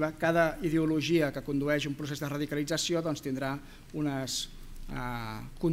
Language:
Catalan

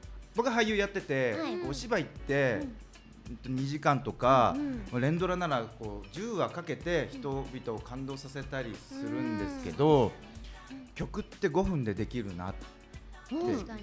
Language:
Japanese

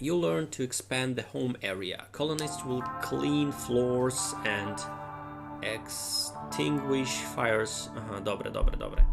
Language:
Rusyn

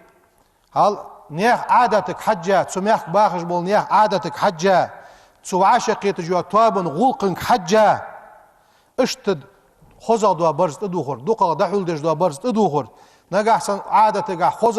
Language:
Ingush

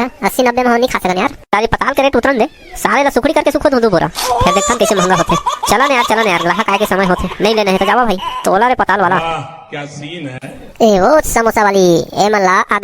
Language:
Chhattisgarhi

